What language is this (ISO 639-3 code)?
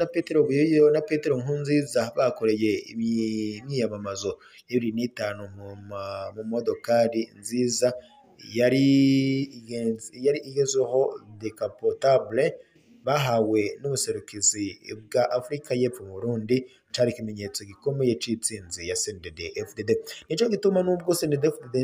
run